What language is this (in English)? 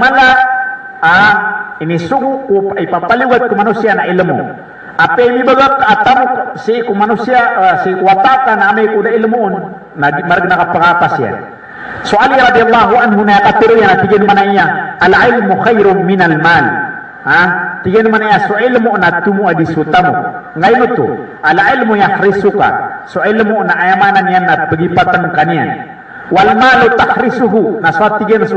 Maranao